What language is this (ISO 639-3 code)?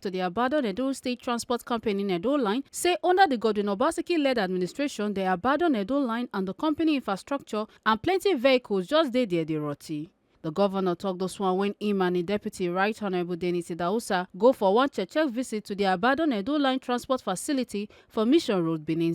pcm